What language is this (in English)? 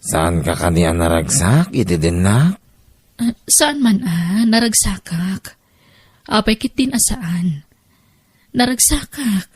Iloko